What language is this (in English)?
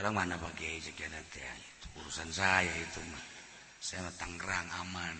Sundanese